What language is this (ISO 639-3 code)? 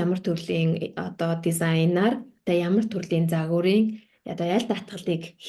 mon